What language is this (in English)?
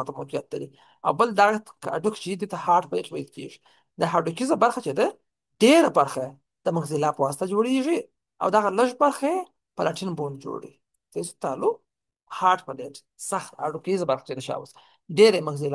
Pashto